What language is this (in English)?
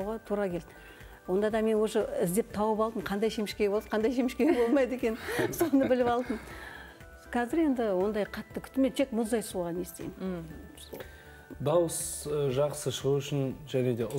Kazakh